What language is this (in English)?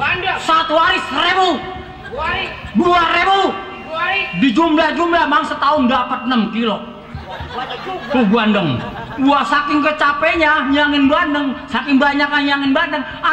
Betawi